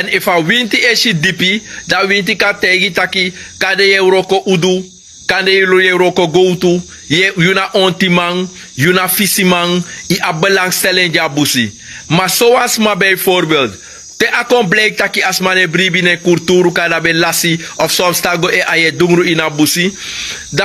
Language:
Sranan Tongo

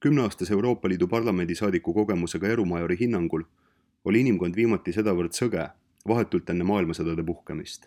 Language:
Estonian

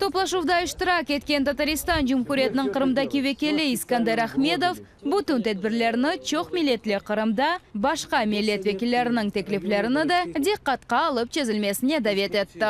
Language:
Crimean Tatar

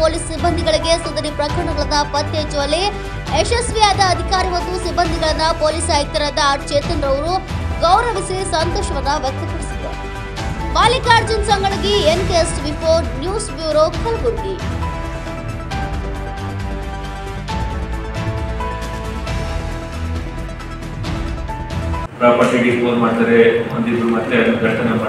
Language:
Kannada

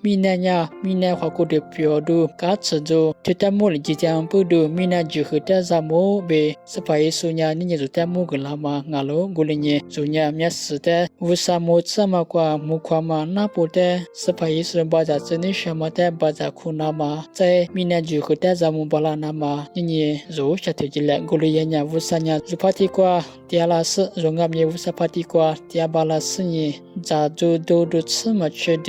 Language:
Lisu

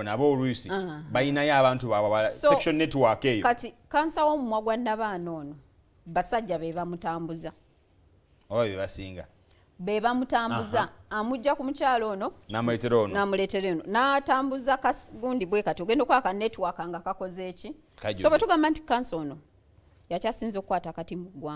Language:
Ganda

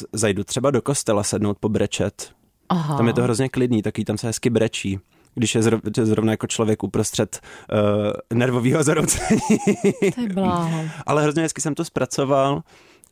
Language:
Czech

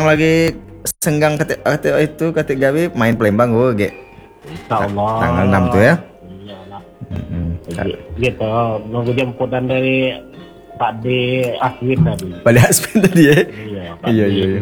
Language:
Indonesian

